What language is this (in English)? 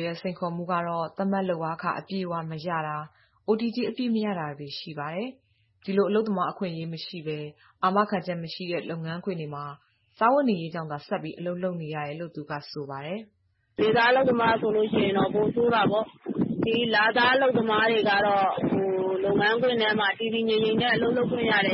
Burmese